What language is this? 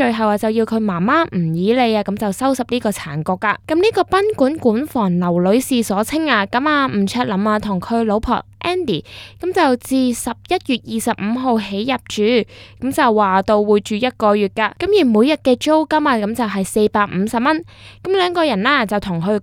Cantonese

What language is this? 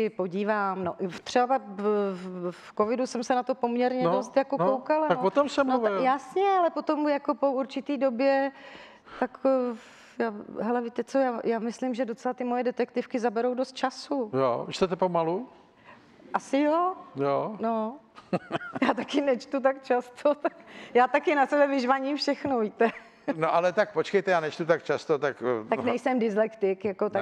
Czech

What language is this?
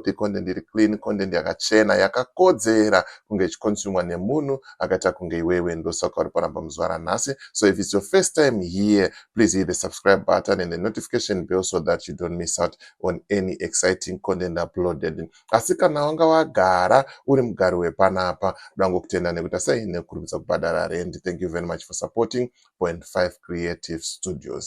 Shona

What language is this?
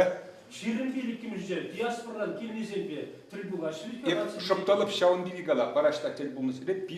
Chuvash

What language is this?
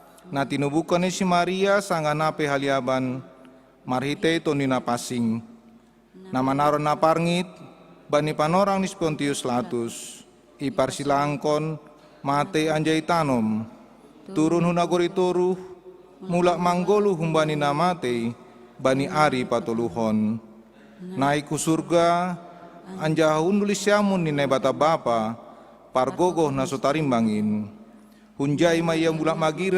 Batak Simalungun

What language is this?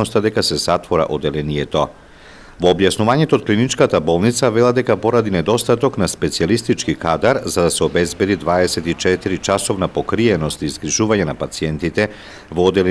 Macedonian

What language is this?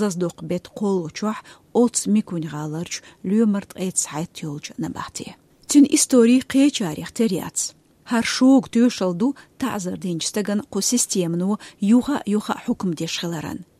Chechen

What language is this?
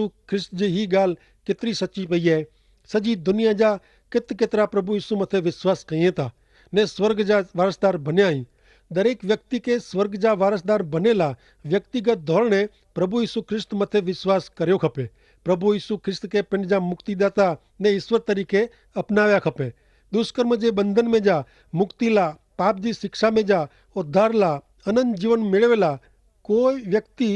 Kachhi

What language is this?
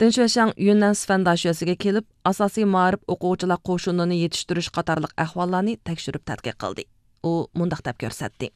Uyghur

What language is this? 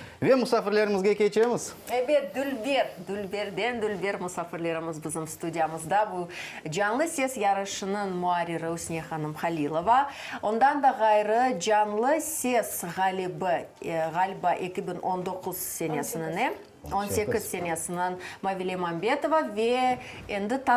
Crimean Tatar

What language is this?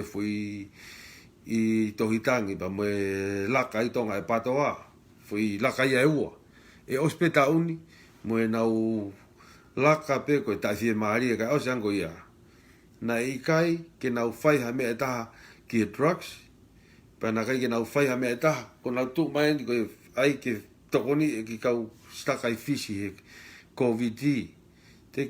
Tongan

